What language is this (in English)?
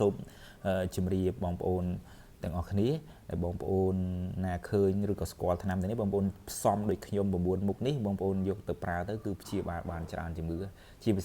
Khmer